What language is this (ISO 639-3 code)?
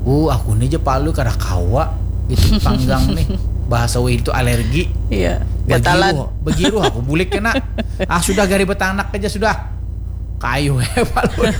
bjn